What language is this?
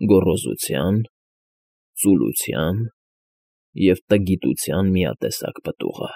Armenian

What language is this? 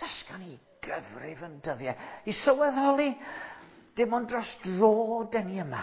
Welsh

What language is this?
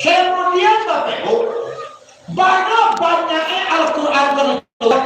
Minangkabau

